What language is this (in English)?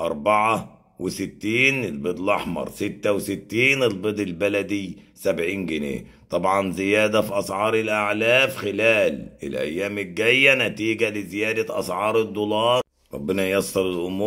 Egyptian Arabic